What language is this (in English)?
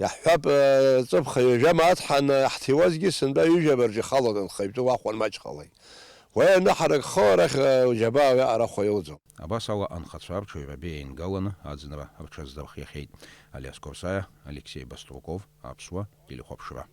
Abkhazian